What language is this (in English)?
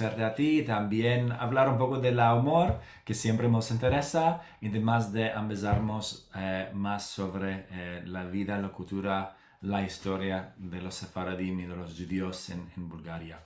Ladino